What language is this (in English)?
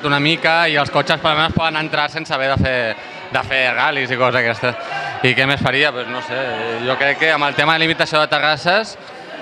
Catalan